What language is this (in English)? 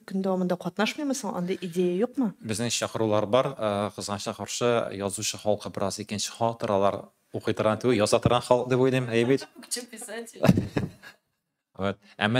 Tatar